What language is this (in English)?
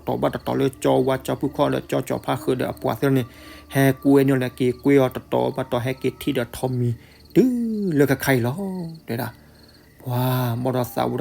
S'gaw Karen